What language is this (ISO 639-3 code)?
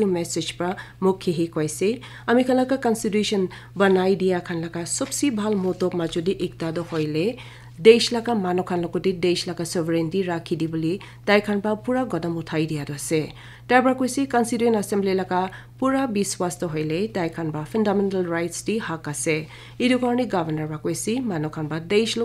nag